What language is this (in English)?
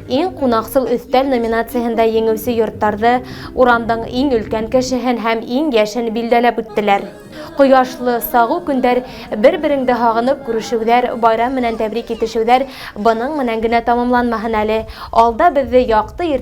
Bashkir